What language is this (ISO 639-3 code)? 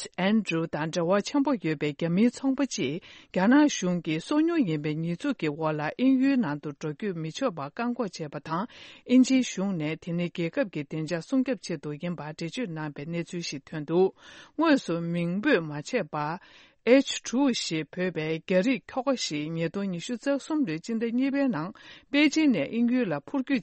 bod